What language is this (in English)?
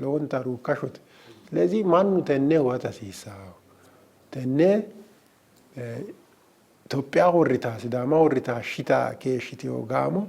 Sidamo